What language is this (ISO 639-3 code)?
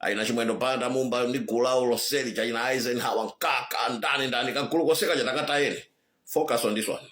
nya